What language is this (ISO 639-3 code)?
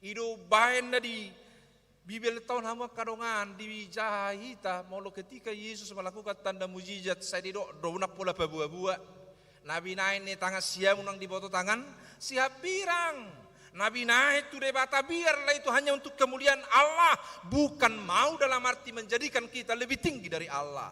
bbc